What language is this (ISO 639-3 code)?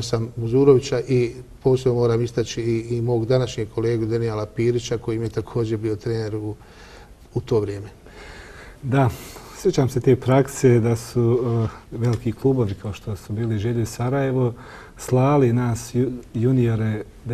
bos